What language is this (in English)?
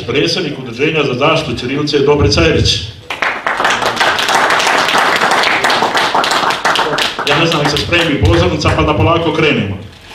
Serbian